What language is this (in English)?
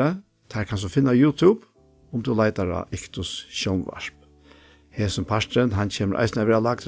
Faroese